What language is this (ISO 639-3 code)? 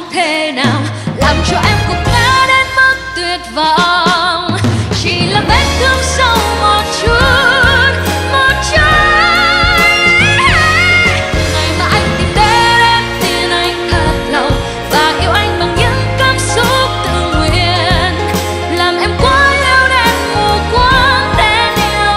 vie